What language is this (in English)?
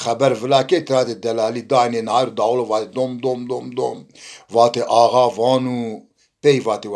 Zaza